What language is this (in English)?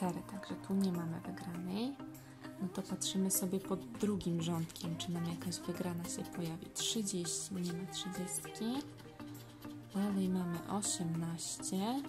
Polish